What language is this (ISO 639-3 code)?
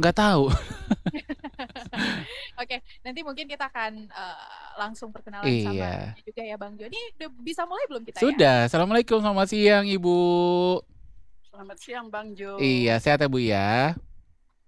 ind